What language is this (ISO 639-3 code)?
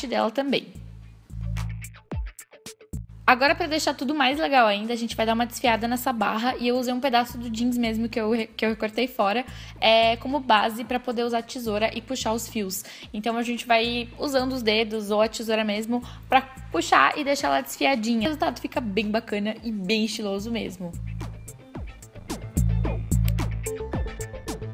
por